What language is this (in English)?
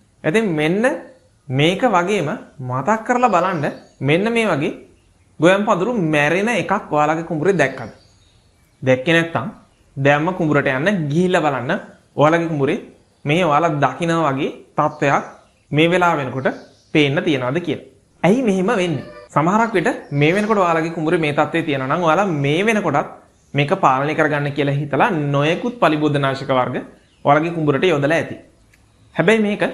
Sinhala